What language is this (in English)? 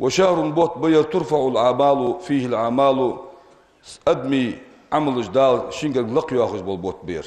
Ingush